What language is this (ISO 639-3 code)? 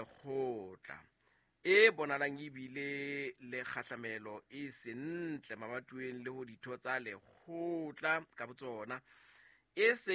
sot